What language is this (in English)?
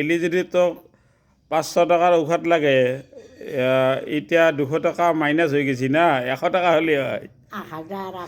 Assamese